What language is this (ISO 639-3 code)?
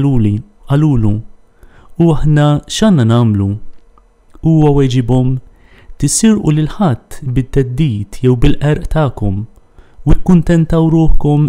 mlt